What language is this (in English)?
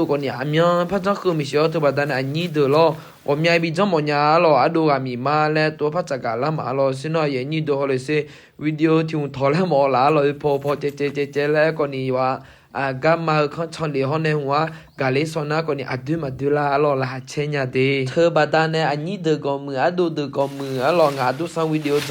Akha